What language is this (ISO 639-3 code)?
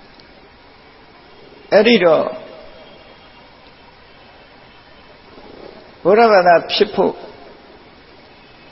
mya